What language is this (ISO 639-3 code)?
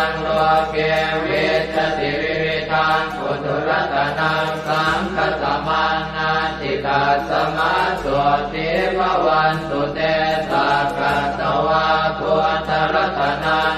pli